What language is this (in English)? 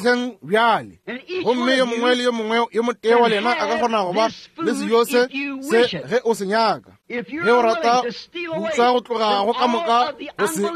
Northern Sotho